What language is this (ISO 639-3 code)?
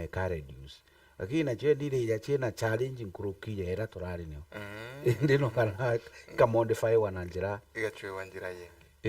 mer